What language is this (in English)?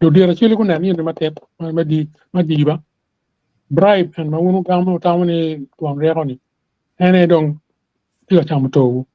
Acoli